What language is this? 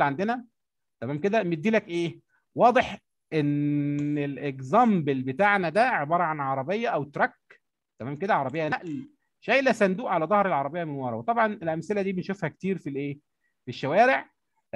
Egyptian Arabic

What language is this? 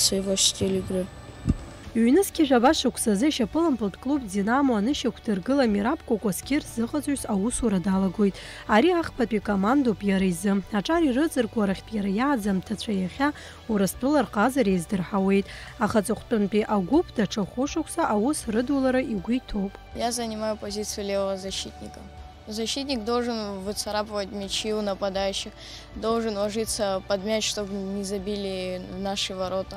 Abkhazian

